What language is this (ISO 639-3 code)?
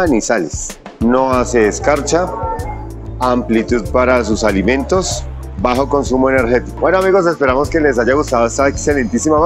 spa